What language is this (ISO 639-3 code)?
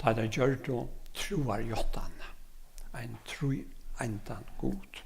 fao